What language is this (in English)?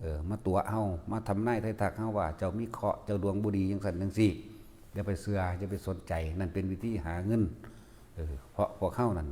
Northeastern Thai